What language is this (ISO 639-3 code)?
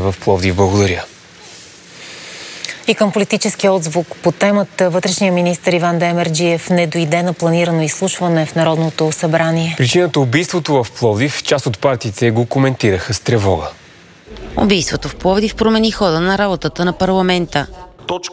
bul